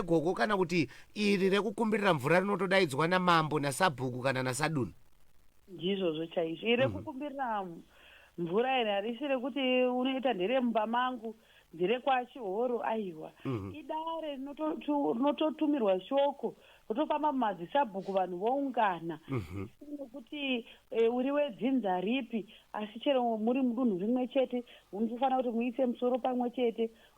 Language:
Shona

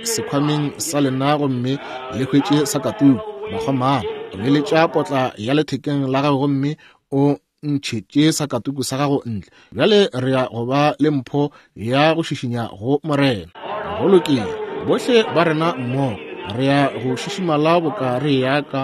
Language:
Northern Sotho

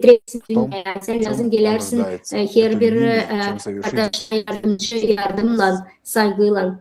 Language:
Gagauz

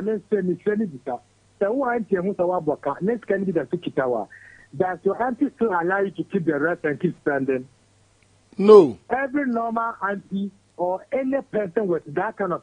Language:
Akan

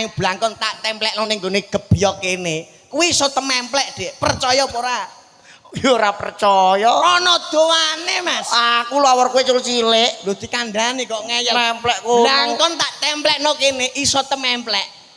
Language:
Javanese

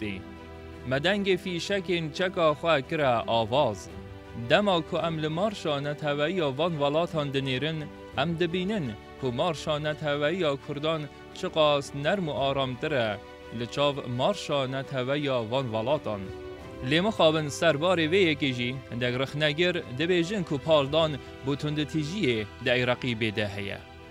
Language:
Kurdish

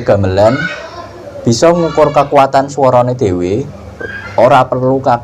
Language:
Javanese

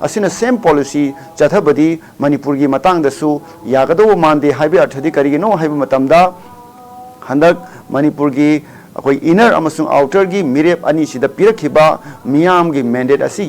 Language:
Manipuri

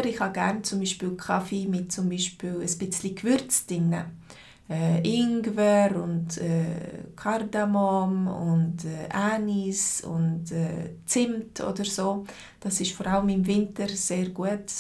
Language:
Swiss German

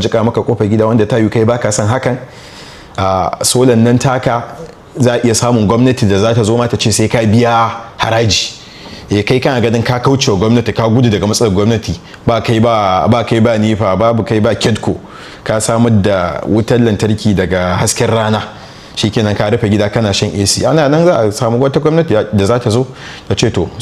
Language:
Hausa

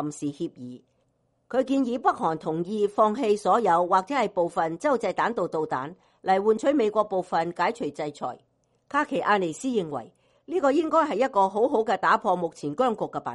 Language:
Cantonese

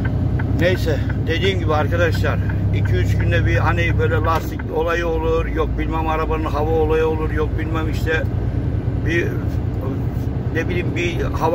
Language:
Turkish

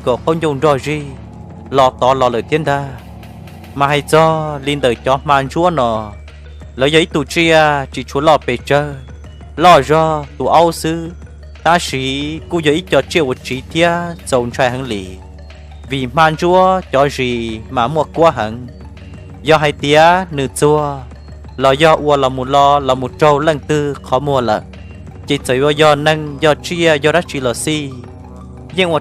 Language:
Hmong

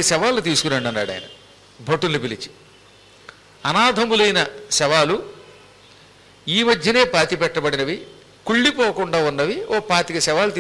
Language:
Telugu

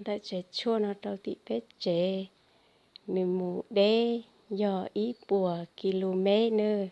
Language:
Hmong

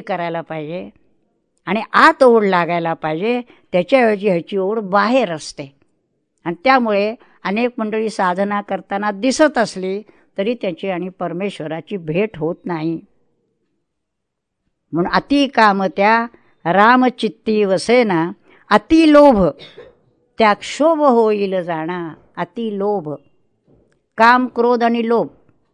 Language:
Marathi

